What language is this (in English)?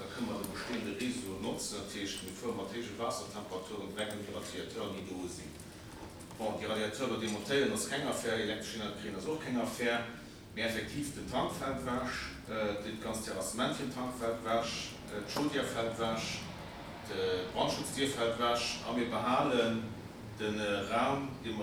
Luxembourgish